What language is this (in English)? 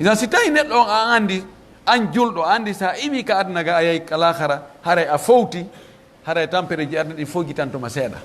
Pular